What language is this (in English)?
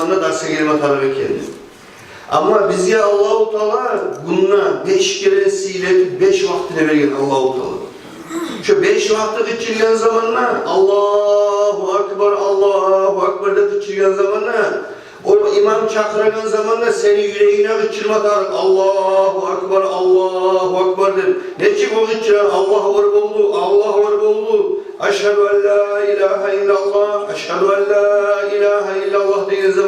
Kumyk